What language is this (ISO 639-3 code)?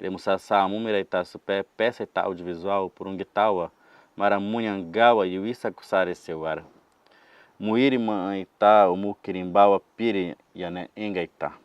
yrl